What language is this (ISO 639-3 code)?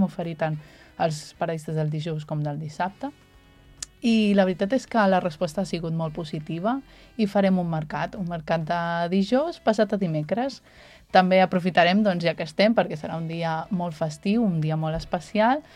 cat